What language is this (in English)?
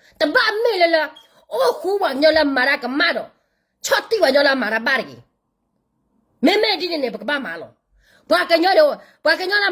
S'gaw Karen